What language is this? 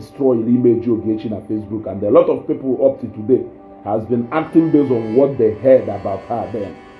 Igbo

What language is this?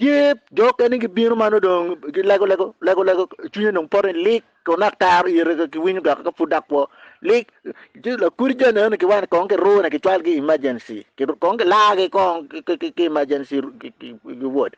Acoli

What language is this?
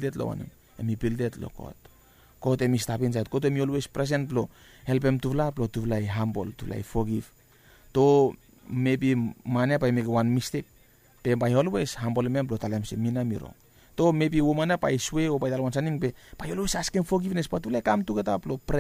Bislama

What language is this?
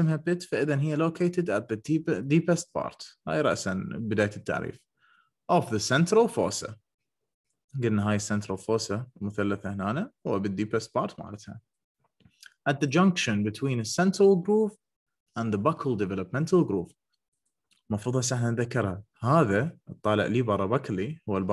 Mesopotamian Arabic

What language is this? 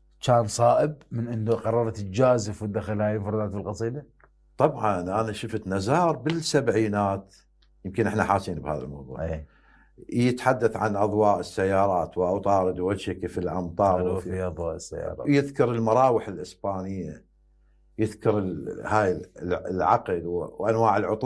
Mesopotamian Arabic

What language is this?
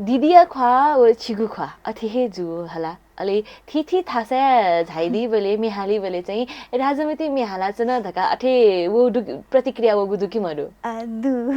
Newari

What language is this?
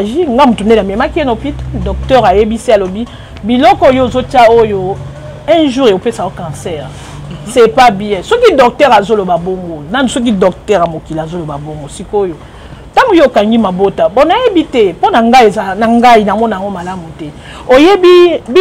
Lingala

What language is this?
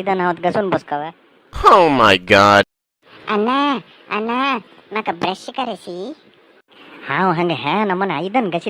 Konkani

